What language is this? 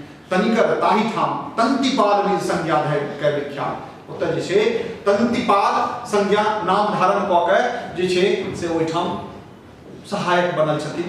Maithili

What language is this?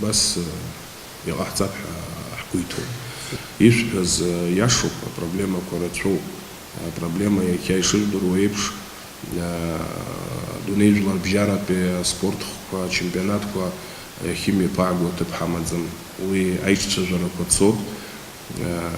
Abkhazian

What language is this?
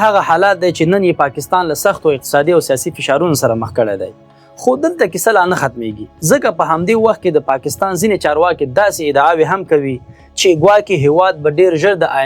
Pashto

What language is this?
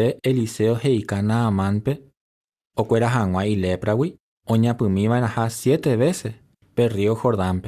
Guarani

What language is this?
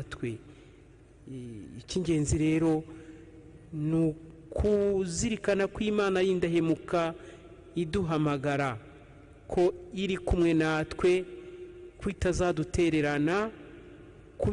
Kinyarwanda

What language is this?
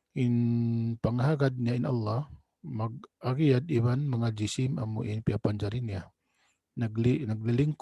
Tausug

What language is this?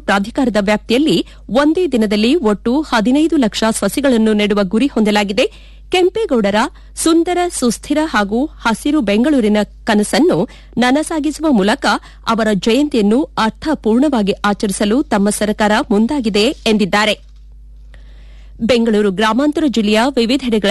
Kannada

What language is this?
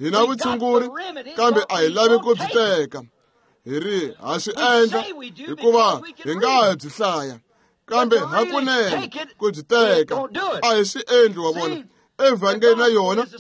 Tsonga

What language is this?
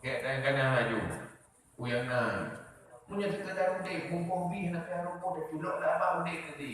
Achinese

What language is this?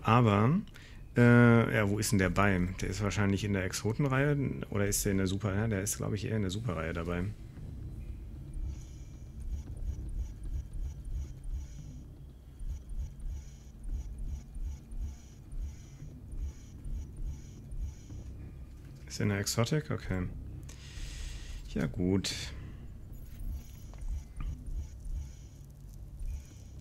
German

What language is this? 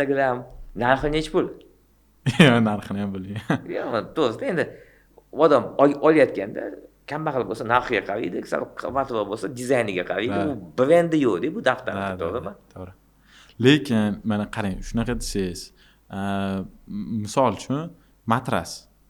Uzbek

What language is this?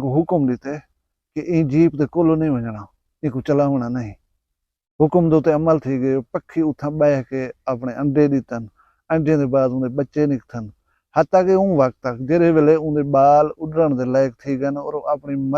Saraiki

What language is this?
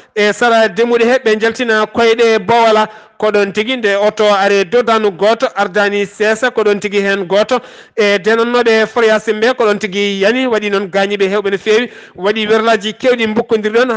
Fula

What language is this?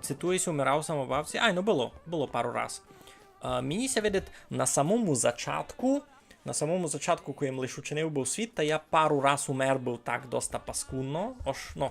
Rusyn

